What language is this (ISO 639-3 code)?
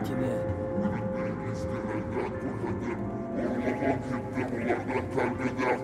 bak